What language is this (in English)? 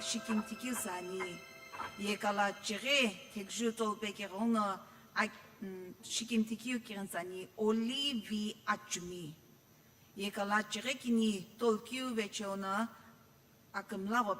Sumi Naga